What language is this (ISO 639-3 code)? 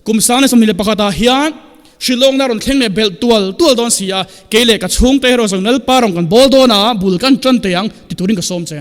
lus